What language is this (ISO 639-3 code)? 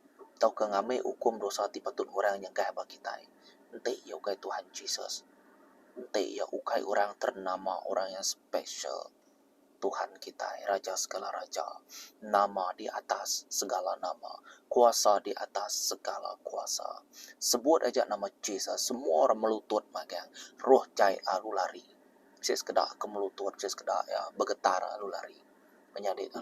iba